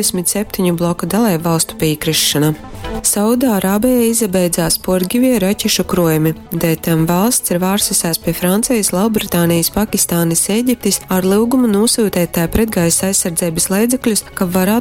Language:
Latgalian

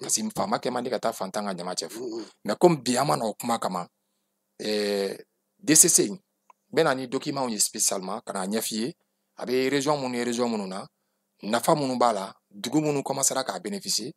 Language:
Bambara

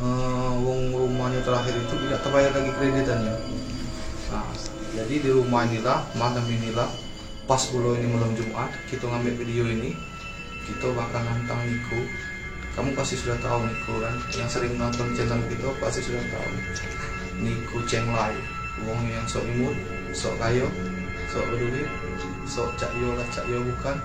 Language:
Musi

